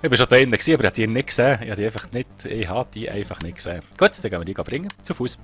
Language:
Swiss German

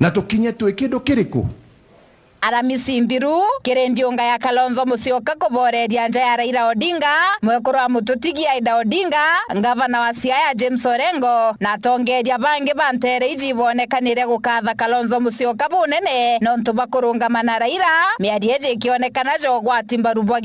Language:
Meru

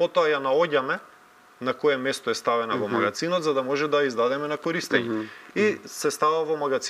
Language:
Macedonian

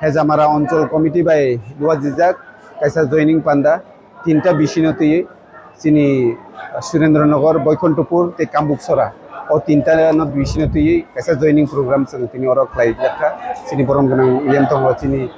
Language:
Kok Borok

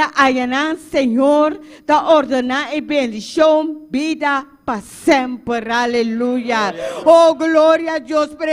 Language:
Papiamento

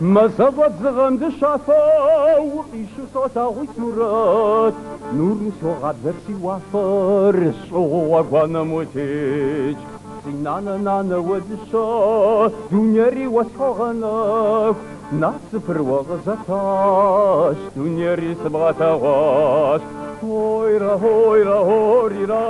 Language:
Kabardian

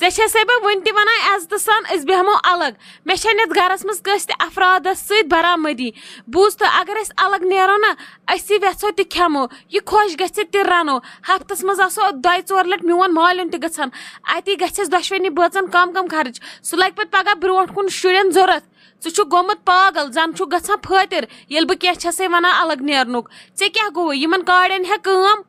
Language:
Kashmiri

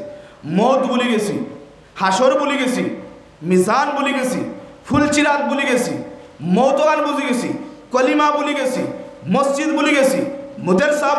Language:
Sylheti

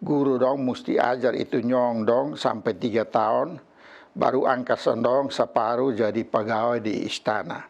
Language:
Kupang Malay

